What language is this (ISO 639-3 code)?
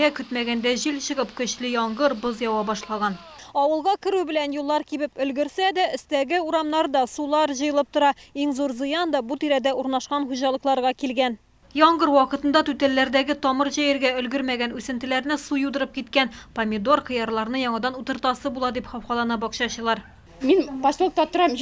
tat